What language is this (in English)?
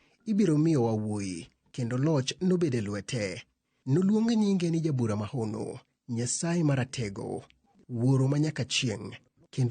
Luo (Kenya and Tanzania)